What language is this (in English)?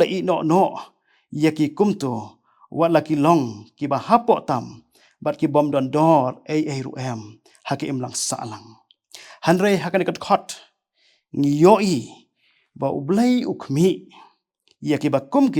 Khasi